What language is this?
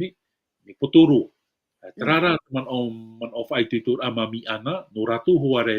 Tahitian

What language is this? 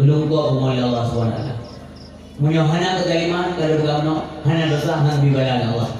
Achinese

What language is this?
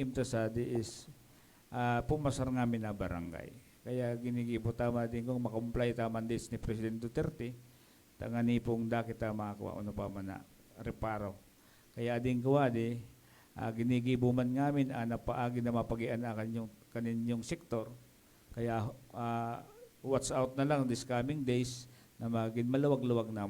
Bikol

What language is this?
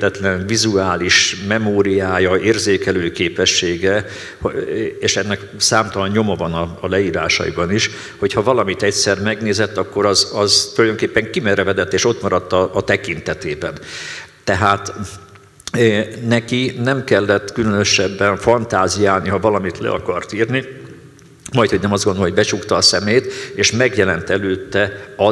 Hungarian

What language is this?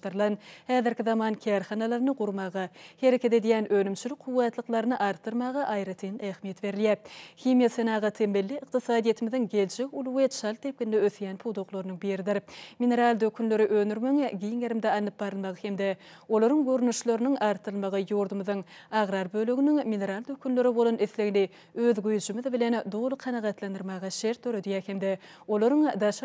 Turkmen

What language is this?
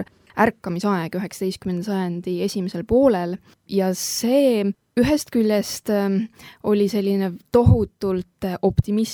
Estonian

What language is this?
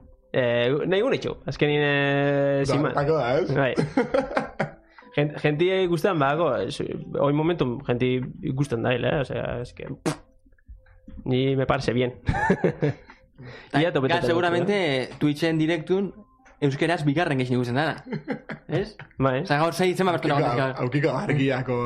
Basque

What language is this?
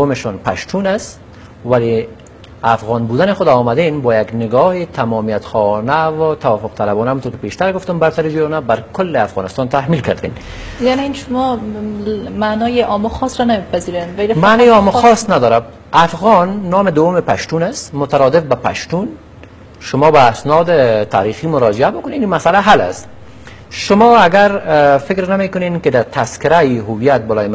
Persian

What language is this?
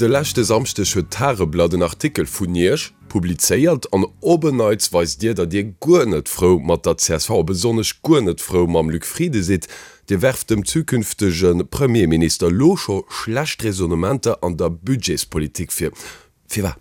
Luxembourgish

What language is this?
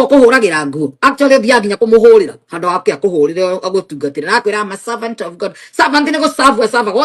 Kikuyu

